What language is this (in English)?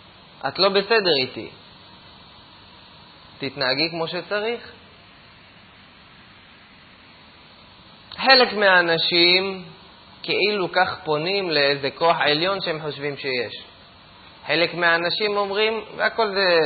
Hebrew